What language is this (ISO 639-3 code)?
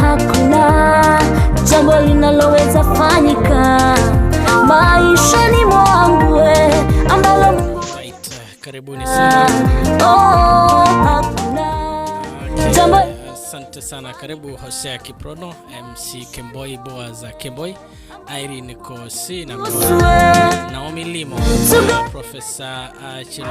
kln